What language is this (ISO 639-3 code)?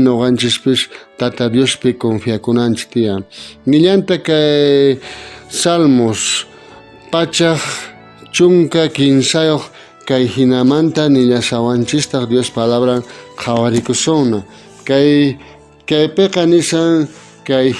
quh